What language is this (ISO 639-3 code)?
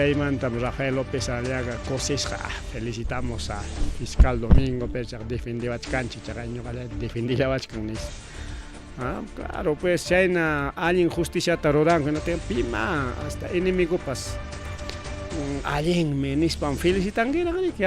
quy